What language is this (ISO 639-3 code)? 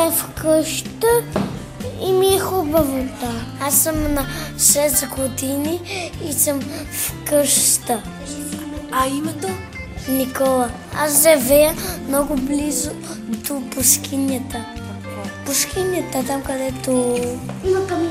bul